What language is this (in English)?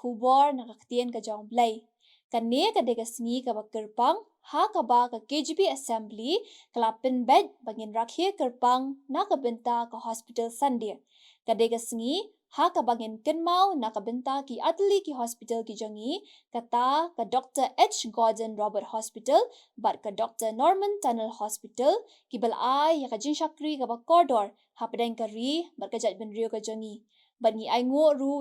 Khasi